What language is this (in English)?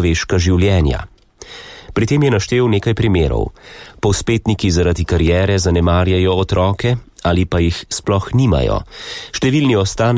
Slovenian